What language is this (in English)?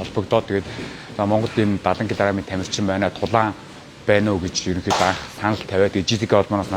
Mongolian